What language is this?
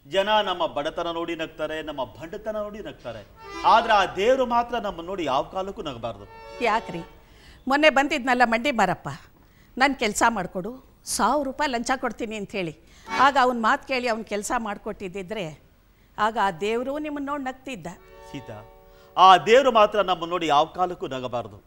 Kannada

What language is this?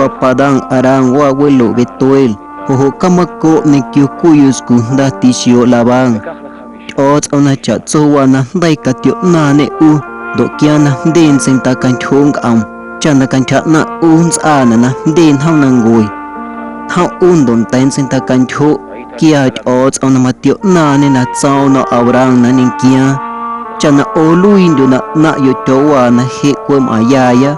Guerrero Amuzgo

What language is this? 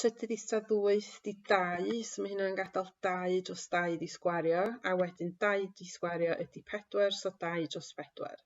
Welsh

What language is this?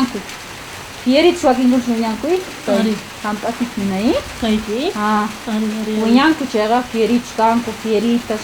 South Bolivian Quechua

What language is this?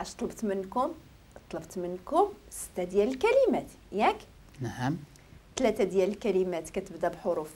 Moroccan Arabic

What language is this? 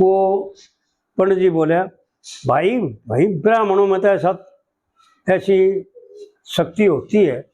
Haryanvi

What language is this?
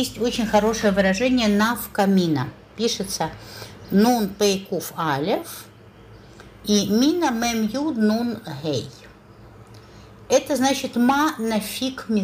Russian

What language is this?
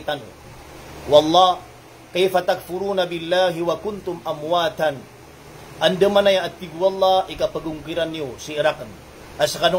Maranao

